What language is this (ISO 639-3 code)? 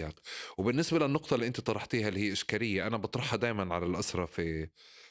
apc